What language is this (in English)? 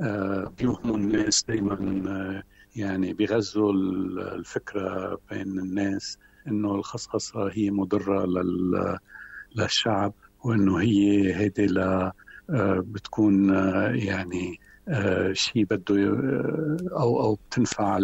North Levantine Arabic